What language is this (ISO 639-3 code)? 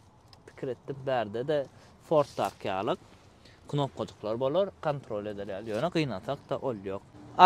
tuk